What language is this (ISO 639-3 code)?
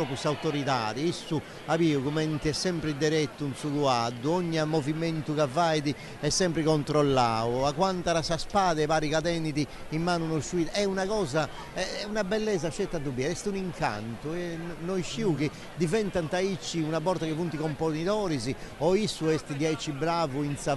srd